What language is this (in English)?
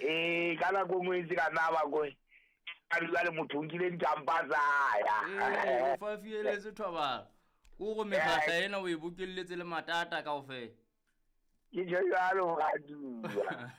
Southern Sotho